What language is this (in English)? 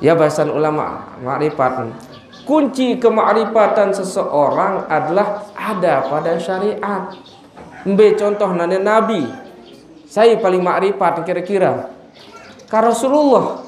Sasak